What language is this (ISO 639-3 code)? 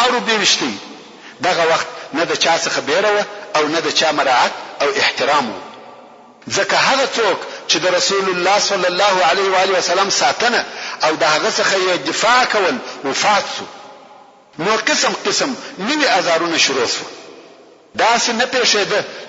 pus